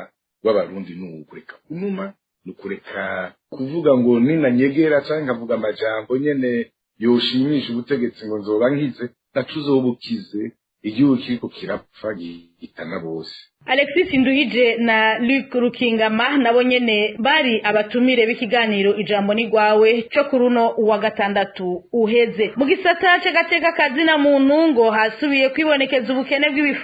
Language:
Rundi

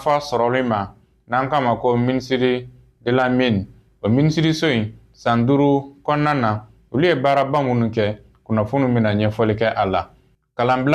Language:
Bambara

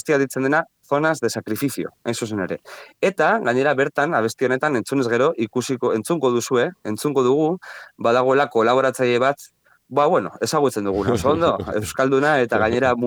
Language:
Basque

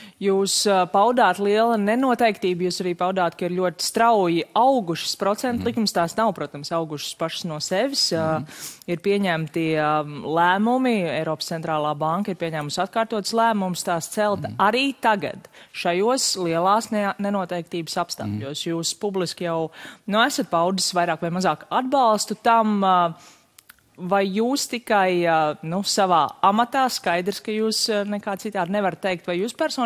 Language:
Latvian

